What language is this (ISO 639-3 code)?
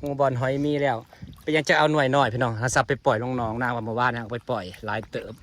tts